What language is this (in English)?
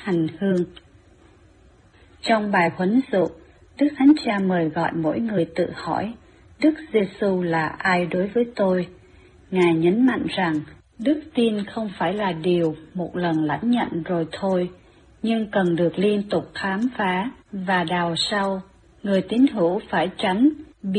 Vietnamese